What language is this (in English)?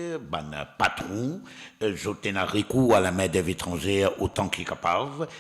Morisyen